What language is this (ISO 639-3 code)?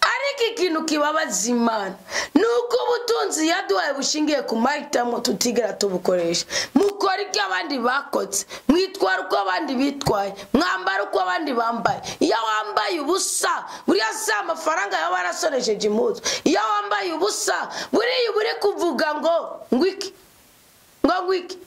run